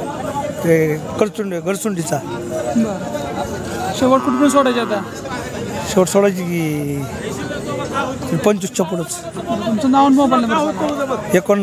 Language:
Marathi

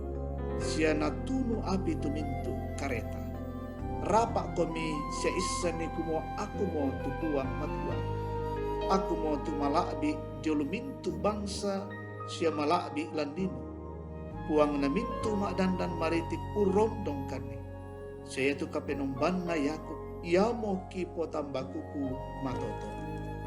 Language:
Toraja-Sa'dan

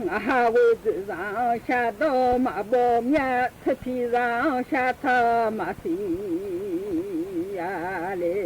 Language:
Akha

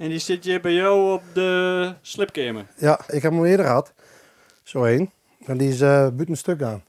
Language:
Western Frisian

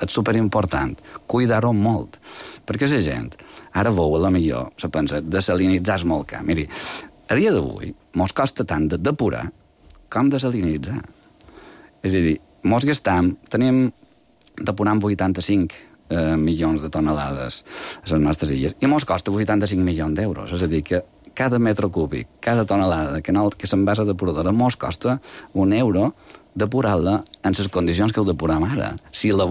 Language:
Catalan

